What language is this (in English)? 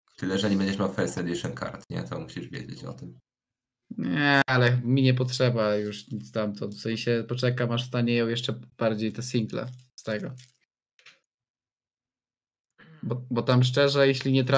Polish